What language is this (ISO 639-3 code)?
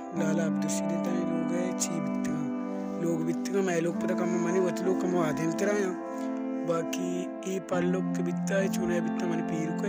bal